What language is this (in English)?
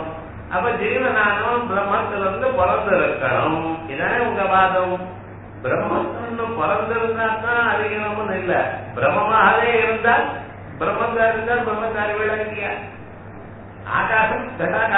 Tamil